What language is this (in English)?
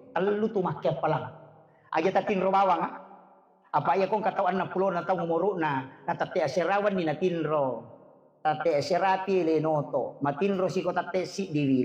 Buginese